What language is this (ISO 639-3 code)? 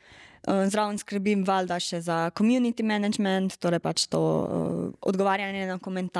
slv